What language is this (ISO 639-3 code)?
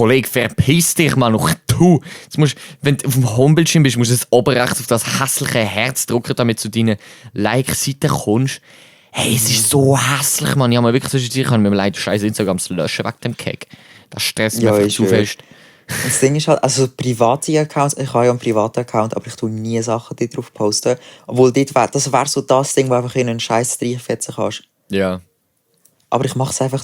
gsw